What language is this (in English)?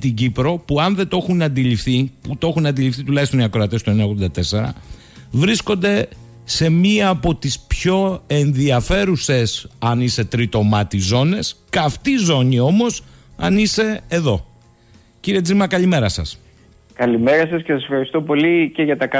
Greek